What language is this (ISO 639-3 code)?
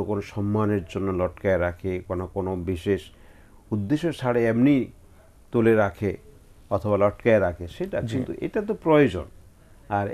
ben